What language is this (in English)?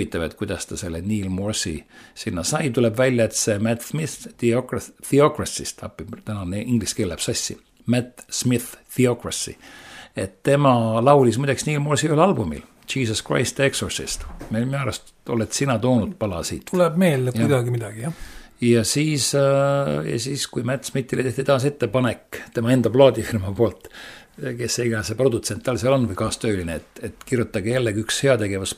Estonian